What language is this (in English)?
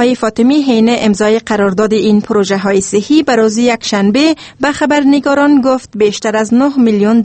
Persian